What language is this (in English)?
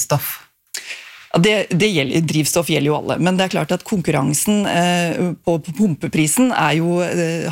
Norwegian